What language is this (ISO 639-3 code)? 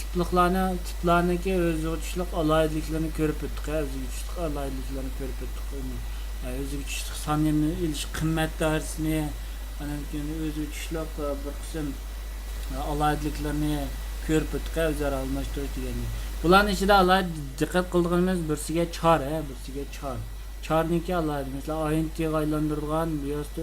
uig